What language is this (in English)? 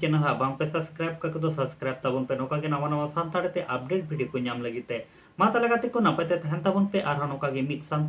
Santali